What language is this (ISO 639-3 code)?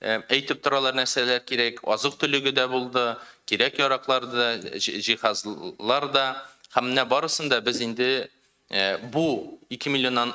tat